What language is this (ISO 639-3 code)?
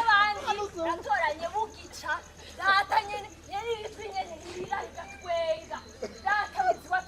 run